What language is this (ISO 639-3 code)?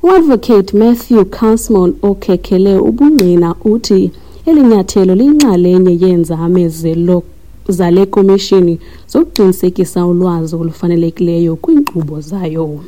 xho